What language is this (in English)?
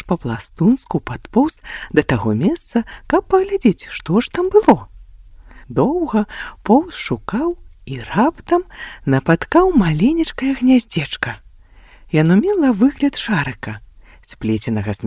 Belarusian